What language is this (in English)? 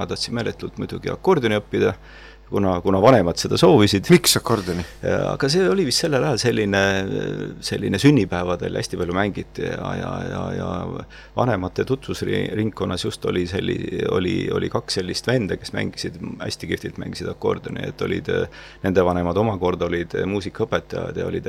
Estonian